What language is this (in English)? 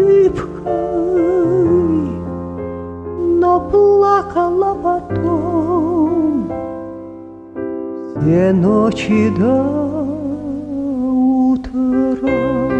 Russian